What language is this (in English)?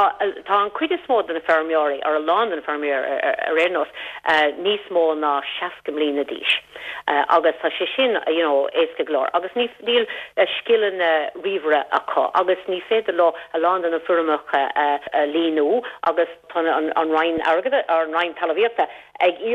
Irish